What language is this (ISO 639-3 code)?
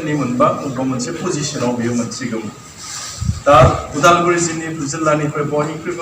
brx